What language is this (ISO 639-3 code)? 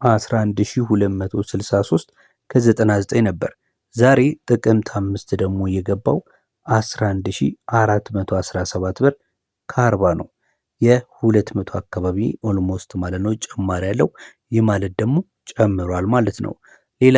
amh